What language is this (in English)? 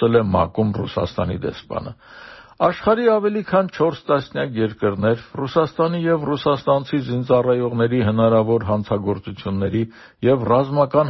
Armenian